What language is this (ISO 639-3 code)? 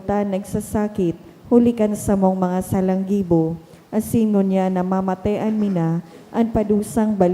bik